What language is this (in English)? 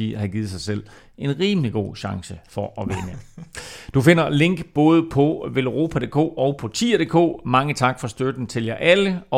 Danish